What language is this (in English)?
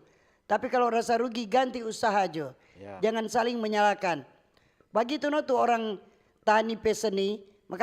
Manado Malay